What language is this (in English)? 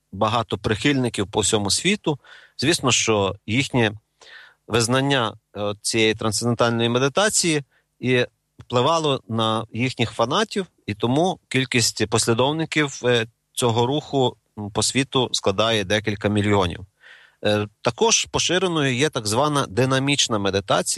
Ukrainian